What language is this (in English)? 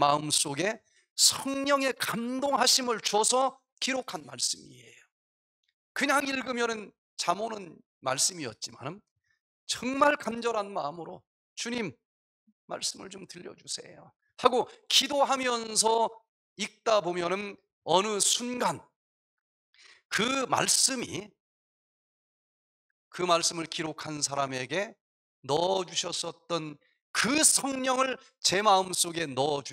Korean